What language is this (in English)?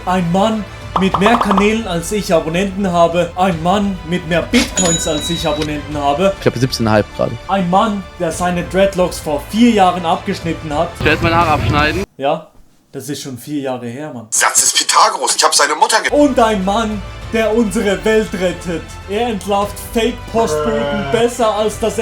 Swiss German